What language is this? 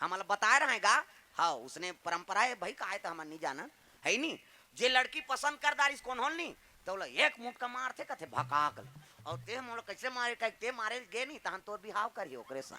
Chhattisgarhi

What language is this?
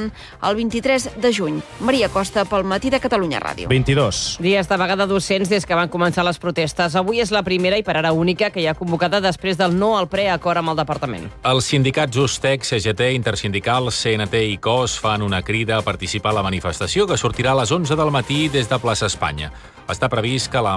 Catalan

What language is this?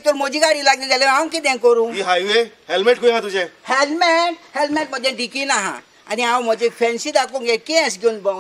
Konkani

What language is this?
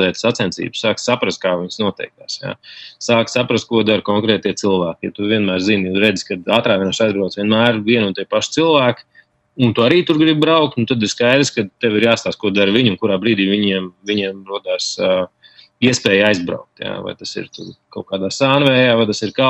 Latvian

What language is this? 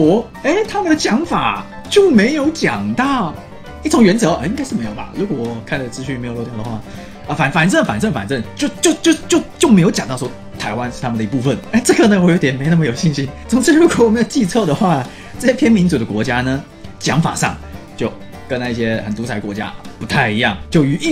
Chinese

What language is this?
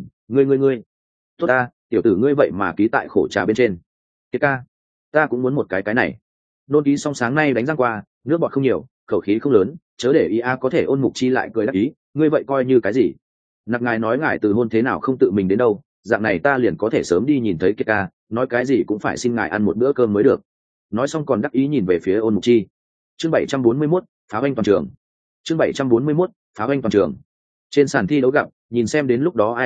Vietnamese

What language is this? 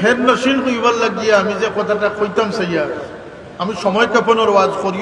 Sylheti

